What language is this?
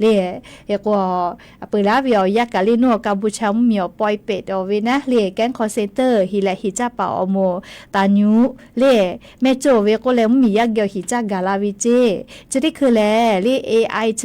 Lahu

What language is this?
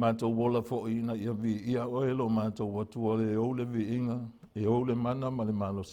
Samoan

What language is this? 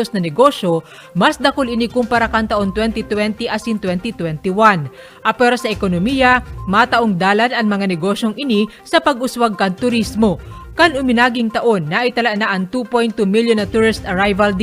Bikol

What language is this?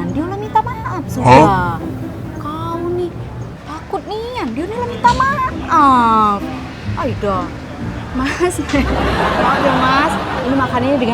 Musi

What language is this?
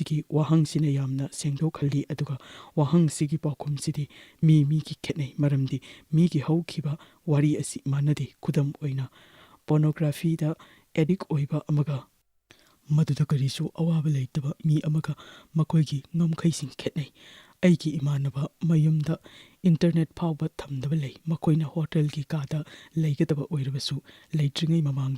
Manipuri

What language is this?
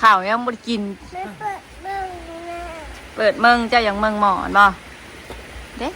Northeastern Thai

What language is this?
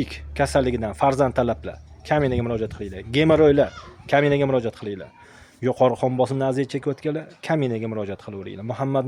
Uzbek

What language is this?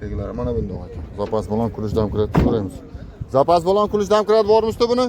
Uzbek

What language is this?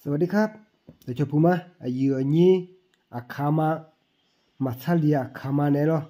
Akha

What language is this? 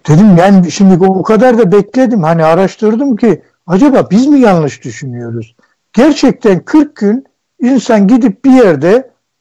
Turkish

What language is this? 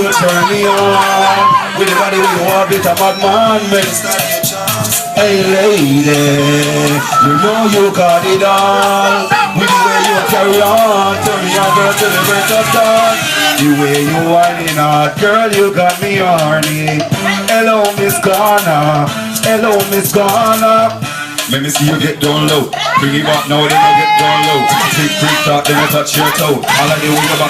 Jamaican Creole English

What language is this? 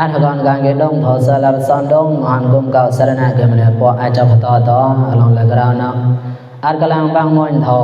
Mon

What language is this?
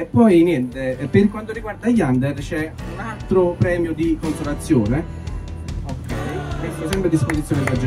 Italian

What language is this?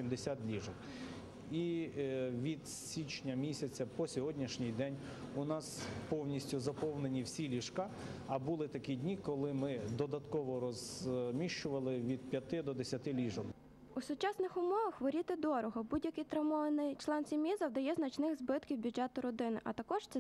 Ukrainian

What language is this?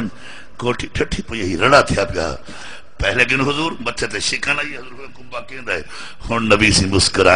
Saraiki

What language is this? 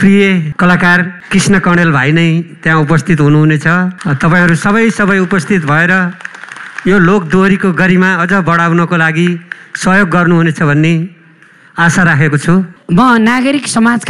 Nepali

